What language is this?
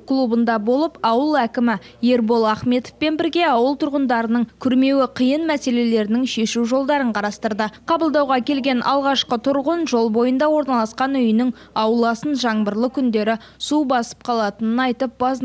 Kazakh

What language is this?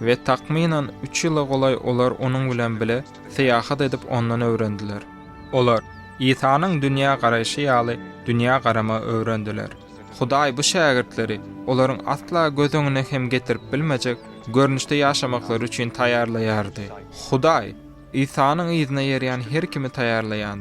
Turkmen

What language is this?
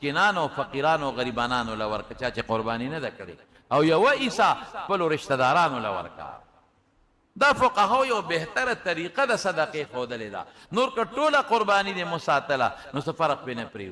Pashto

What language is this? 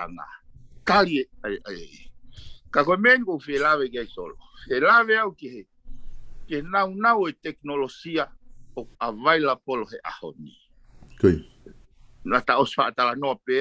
Tongan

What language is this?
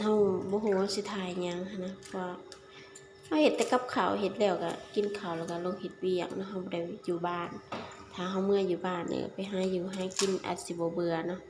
Lao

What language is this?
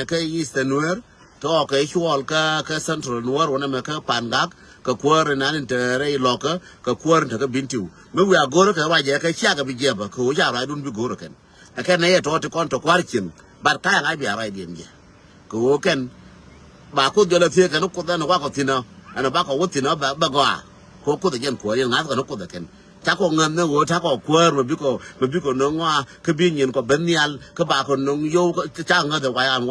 Nuer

